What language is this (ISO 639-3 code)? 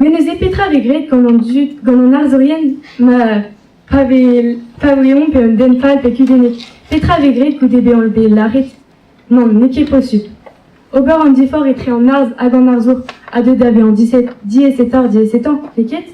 bre